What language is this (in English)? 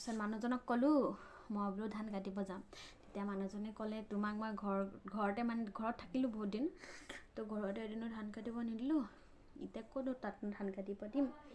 Assamese